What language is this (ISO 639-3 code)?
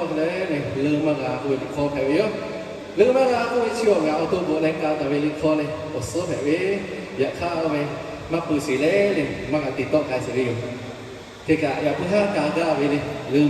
lhu